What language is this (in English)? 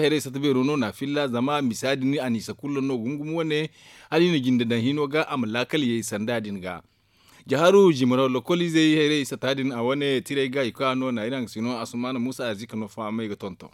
Zarma